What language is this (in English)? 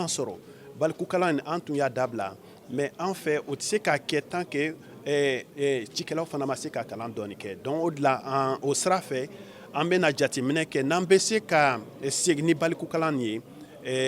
Bambara